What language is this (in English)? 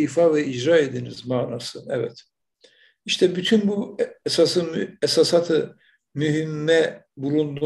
Turkish